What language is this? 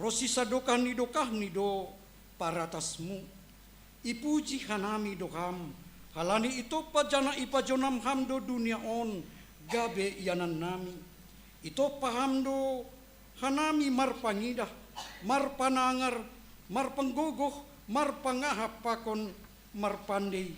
Batak Simalungun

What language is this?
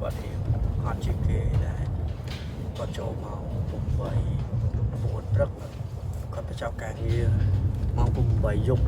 Khmer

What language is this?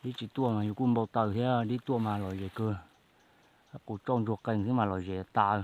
Hmong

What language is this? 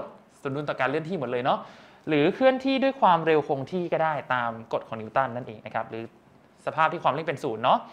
Thai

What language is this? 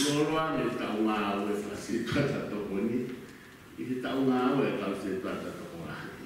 Tongan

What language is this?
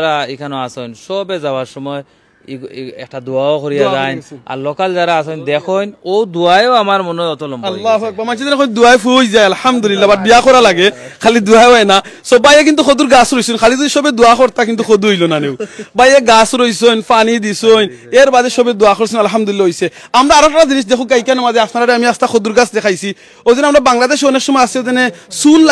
Sylheti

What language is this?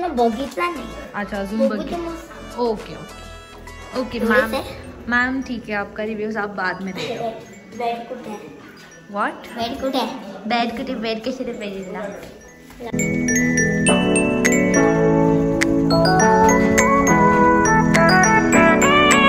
Marathi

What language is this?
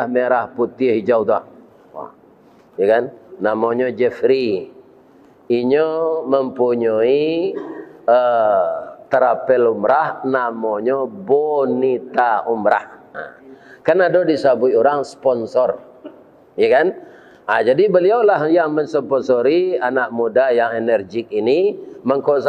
Minangkabau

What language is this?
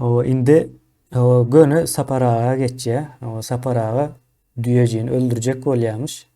Turkmen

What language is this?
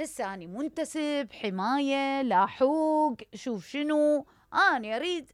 Mesopotamian Arabic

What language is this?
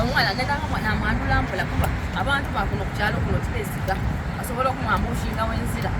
Soga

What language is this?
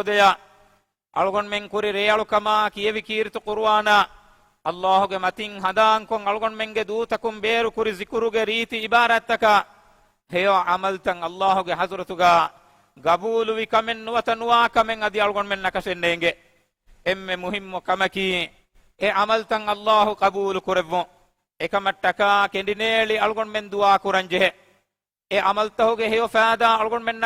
Divehi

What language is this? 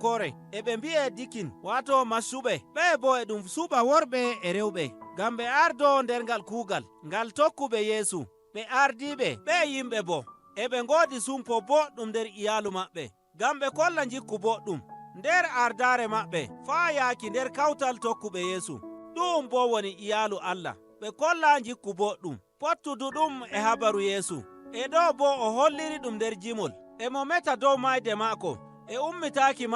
Nigerian Fulfulde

